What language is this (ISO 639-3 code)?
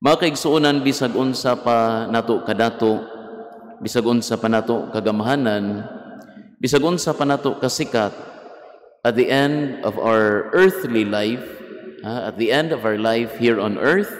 ceb